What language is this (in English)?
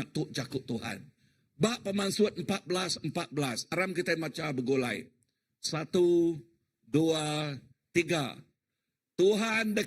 Iban